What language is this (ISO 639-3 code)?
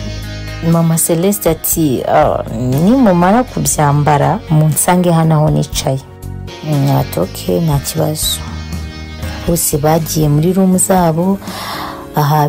kin